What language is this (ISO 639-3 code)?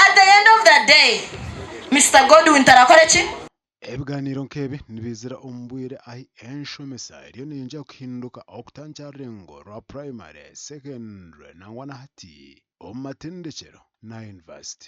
nyn